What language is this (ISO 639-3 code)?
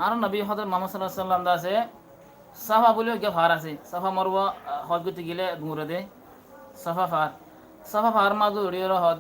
rhg